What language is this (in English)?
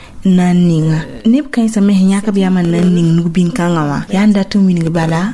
Mossi